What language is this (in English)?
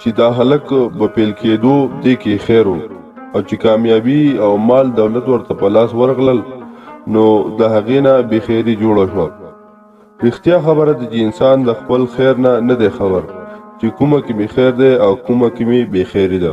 Pashto